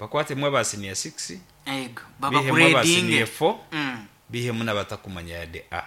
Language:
Nyankole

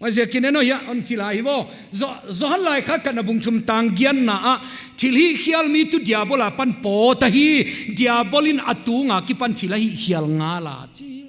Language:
Paite Chin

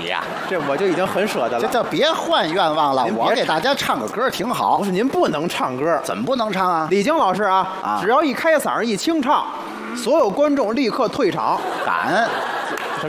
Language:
Chinese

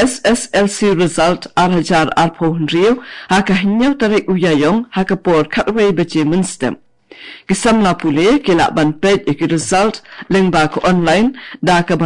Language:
Khasi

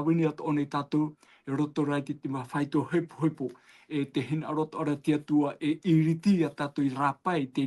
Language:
Tahitian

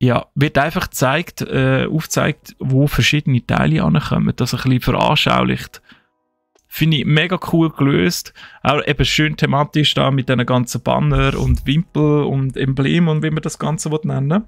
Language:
Swiss German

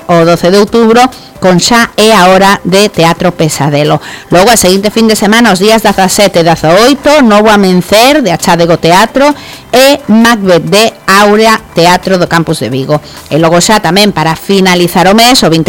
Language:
Galician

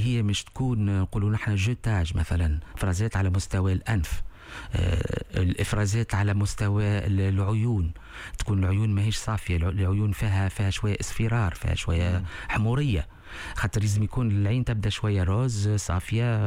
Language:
Tunisian Arabic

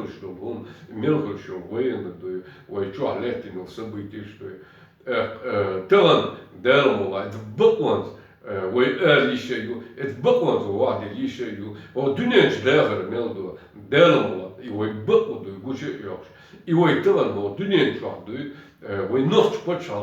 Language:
Chechen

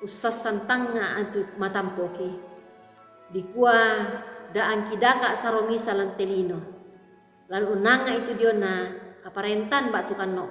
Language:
Toraja-Sa'dan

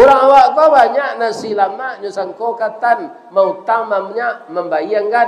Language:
Minangkabau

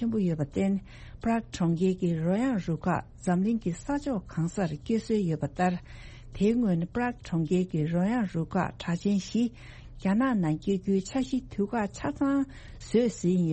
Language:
Tibetan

